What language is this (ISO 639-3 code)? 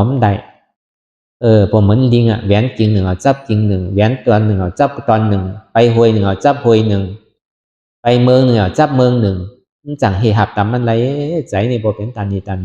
shn